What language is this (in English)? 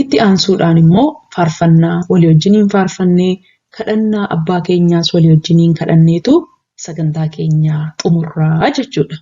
Oromo